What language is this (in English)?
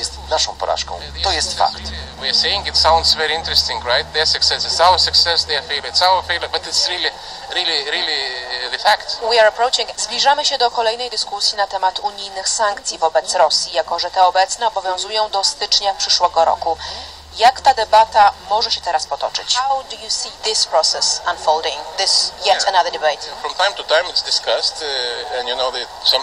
Polish